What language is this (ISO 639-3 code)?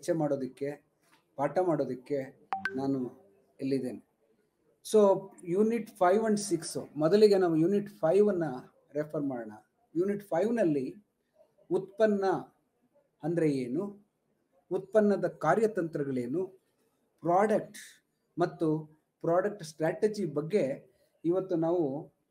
kan